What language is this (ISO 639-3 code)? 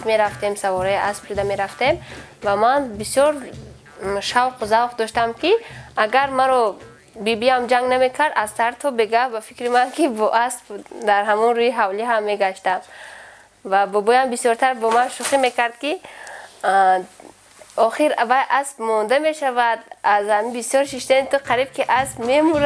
tgk